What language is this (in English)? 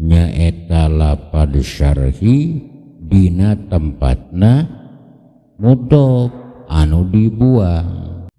Sundanese